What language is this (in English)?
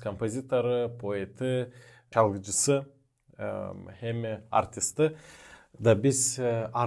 Gagauz